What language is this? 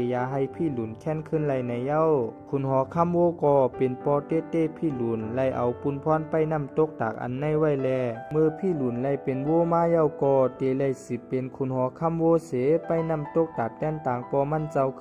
Shan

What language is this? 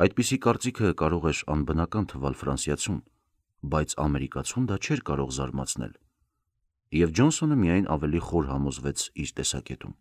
Armenian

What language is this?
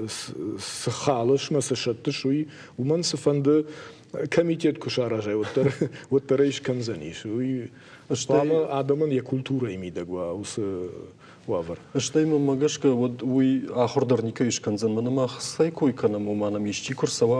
Ossetic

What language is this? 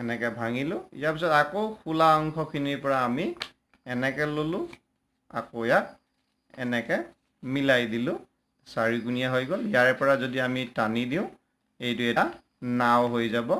Assamese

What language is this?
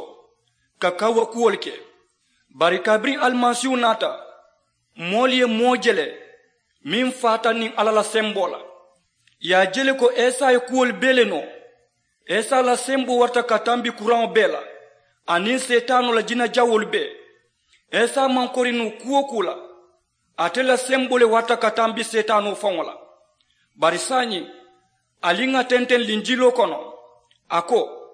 Mandingo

